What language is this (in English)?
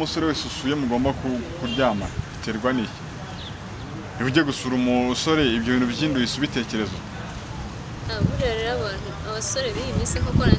Kinyarwanda